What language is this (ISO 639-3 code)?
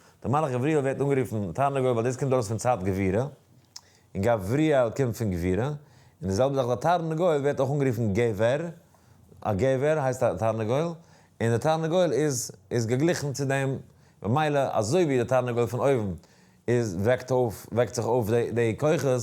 yid